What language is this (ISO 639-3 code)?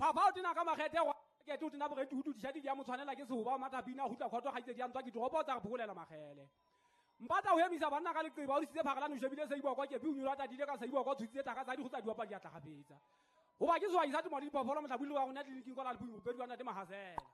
sot